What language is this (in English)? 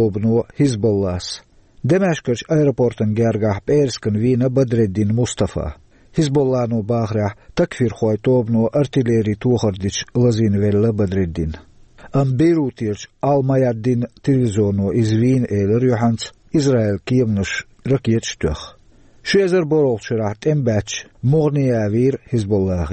Chechen